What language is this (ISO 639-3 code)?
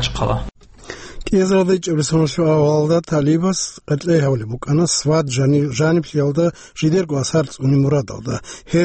ava